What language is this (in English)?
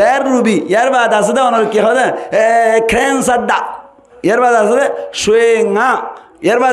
Rohingya